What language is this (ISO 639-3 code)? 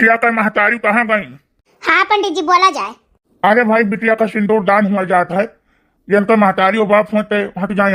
awa